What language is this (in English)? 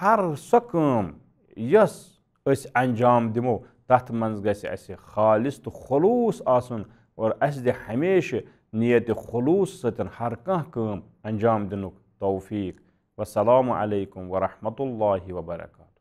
Kashmiri